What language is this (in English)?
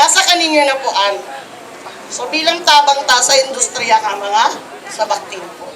Bikol